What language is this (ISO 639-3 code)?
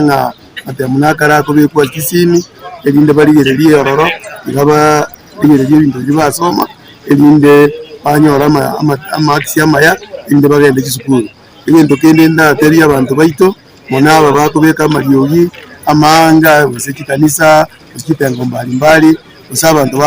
guz